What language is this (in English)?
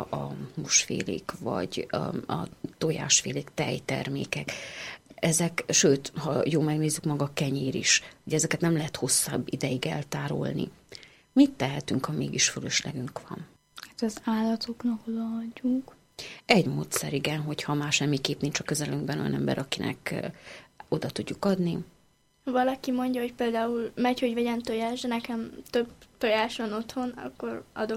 Hungarian